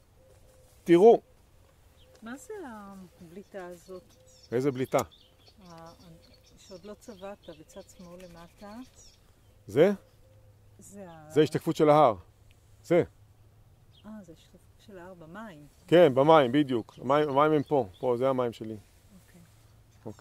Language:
Hebrew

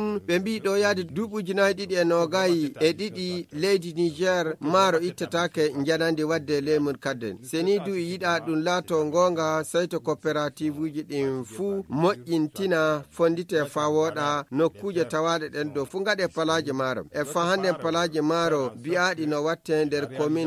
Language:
Fula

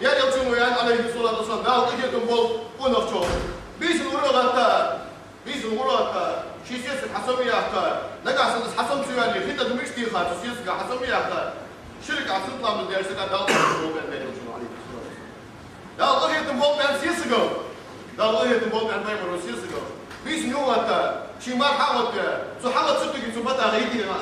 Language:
Ingush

